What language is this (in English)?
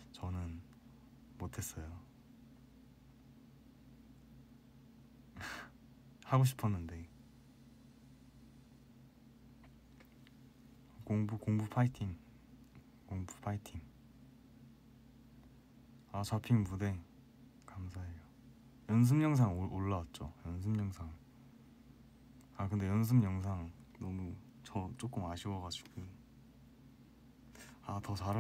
Korean